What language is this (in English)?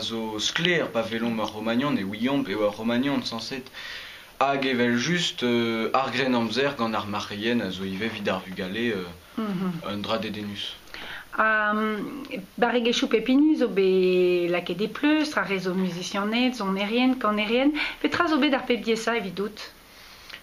Breton